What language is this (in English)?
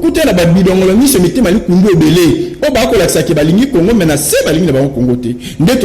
Lingala